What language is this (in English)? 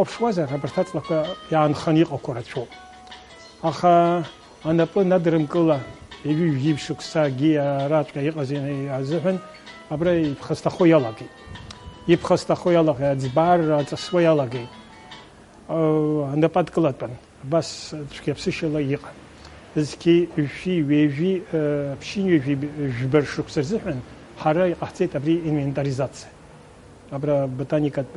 Abkhazian